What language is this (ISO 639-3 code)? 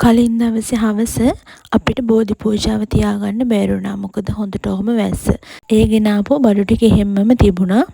sin